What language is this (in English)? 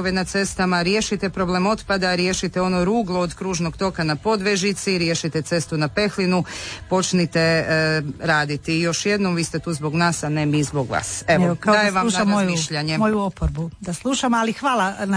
Croatian